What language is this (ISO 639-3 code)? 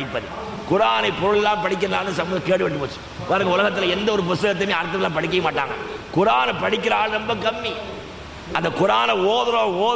tam